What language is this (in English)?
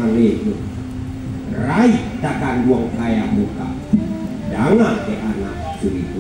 Minangkabau